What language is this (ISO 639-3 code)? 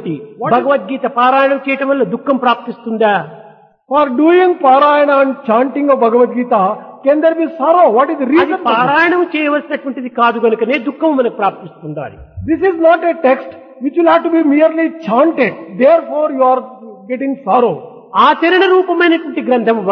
tel